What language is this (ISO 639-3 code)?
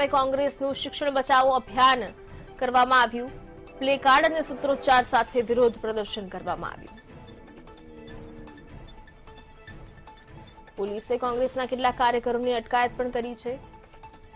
guj